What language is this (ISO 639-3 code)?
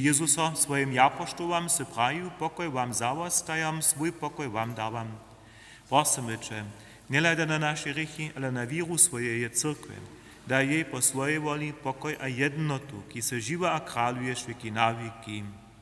hsb